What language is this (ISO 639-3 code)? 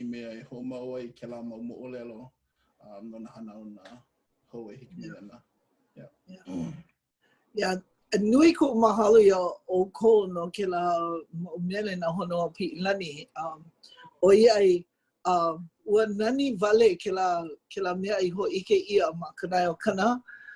haw